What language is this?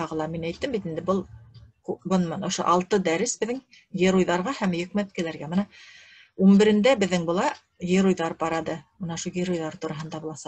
Bashkir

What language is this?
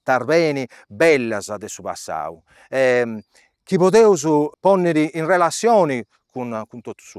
Sardinian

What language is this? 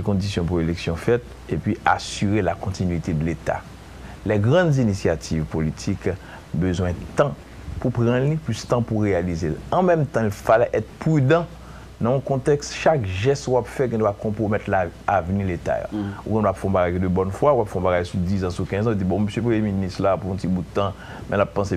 Haitian Creole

